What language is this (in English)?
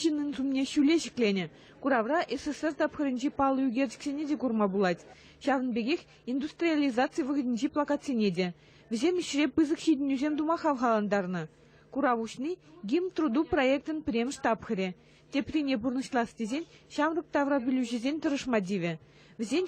Chuvash